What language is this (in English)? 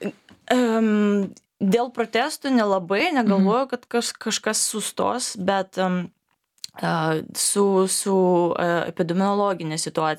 Lithuanian